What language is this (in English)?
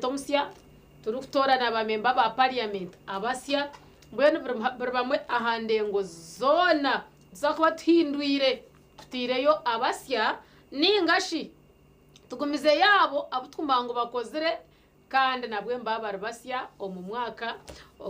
Nyankole